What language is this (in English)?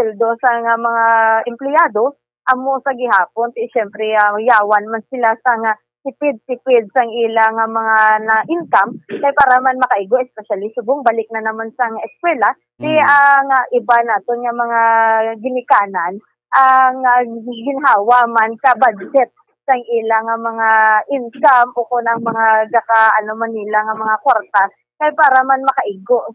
Hiligaynon